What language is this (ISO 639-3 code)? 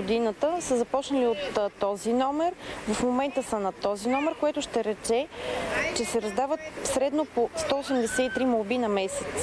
bul